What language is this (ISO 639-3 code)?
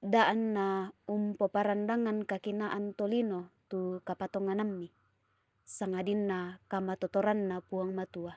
sda